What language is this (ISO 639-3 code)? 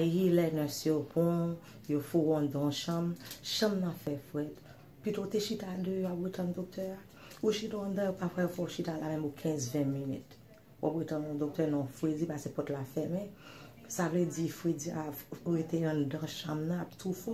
hat